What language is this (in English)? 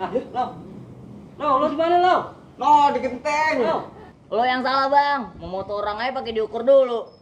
Betawi